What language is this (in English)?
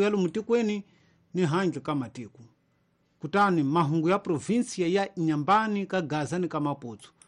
Tsonga